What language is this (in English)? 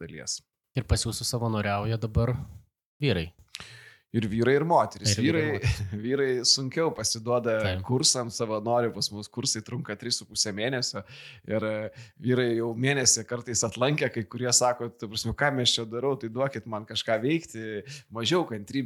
Lithuanian